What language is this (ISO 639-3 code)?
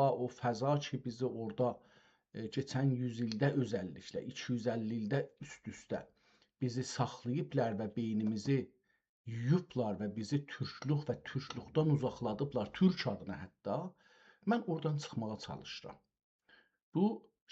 azb